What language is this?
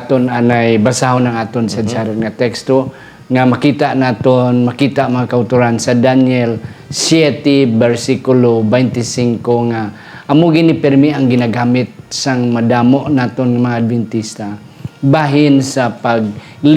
Hiligaynon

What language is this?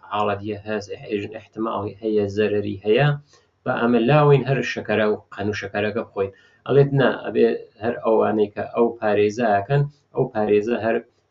Central Kurdish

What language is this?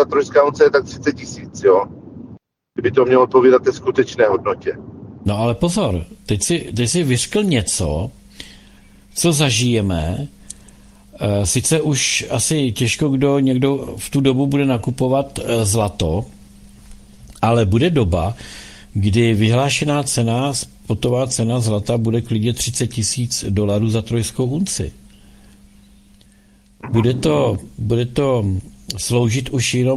Czech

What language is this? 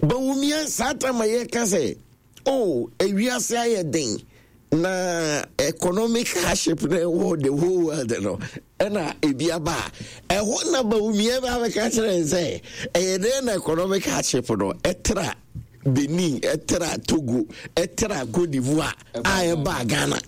Akan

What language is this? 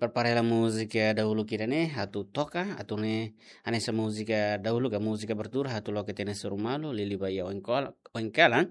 Tetum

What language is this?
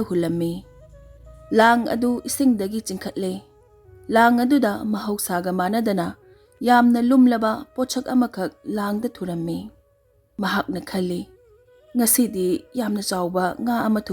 Manipuri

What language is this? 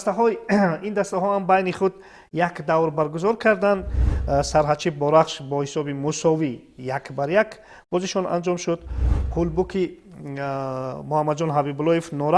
Tajik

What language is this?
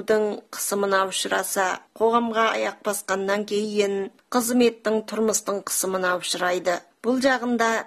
Kazakh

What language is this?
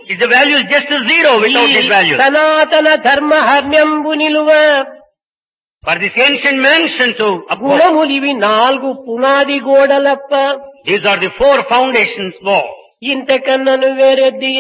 Telugu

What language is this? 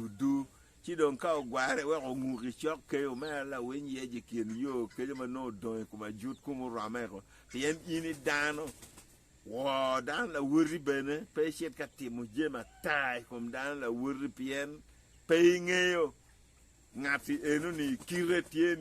Acoli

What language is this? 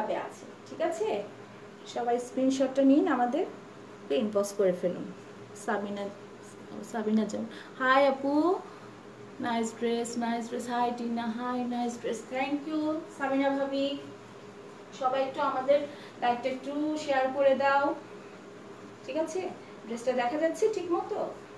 Bangla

